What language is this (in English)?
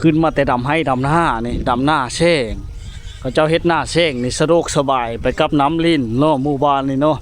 Lao